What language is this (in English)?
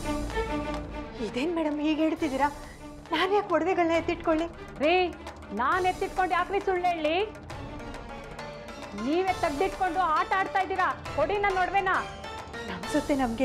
Kannada